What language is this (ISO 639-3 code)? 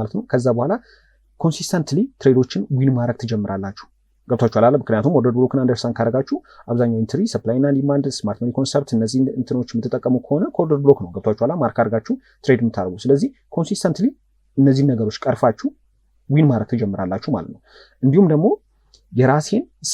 amh